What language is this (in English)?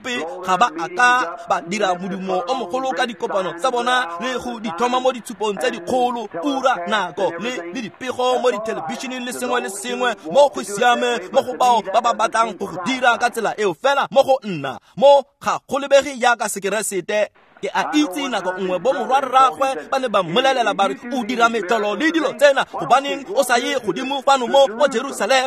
Tswana